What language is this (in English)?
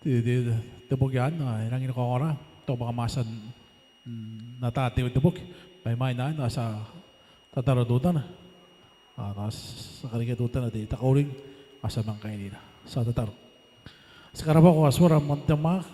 Gilbertese